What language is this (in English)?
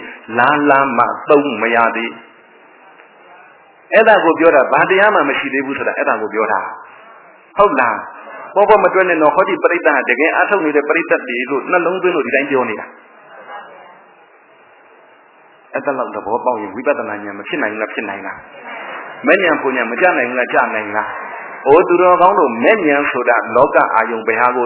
Burmese